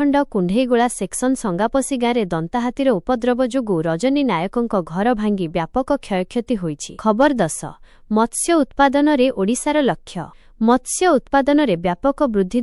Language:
Odia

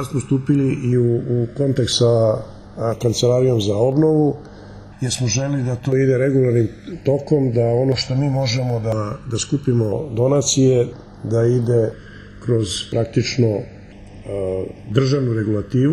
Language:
Serbian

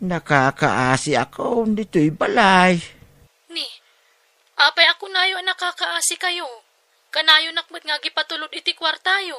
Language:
Iloko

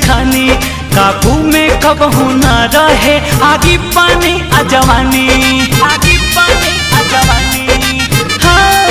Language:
Bhojpuri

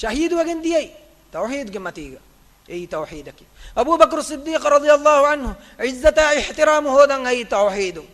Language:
Divehi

